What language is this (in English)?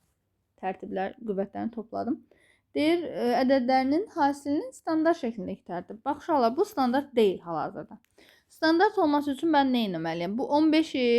Azerbaijani